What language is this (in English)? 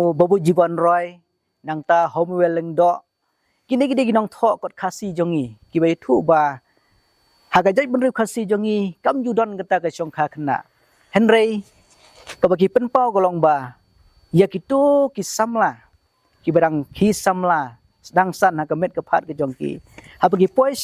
Khasi